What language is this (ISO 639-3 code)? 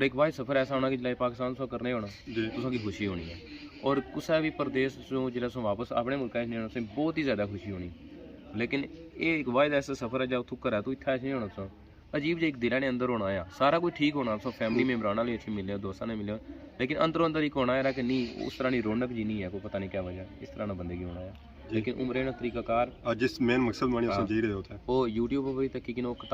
phr